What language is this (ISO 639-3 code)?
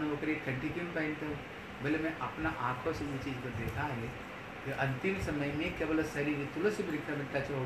hin